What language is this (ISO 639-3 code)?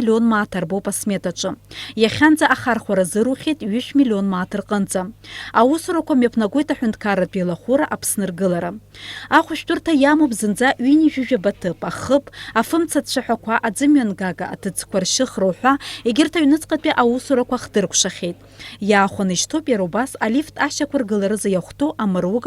abk